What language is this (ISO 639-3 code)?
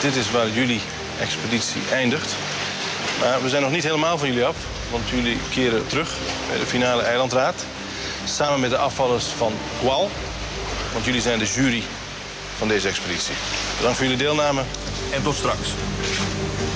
nld